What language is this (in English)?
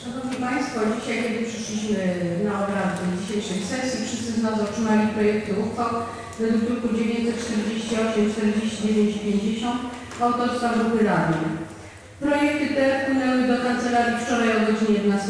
Polish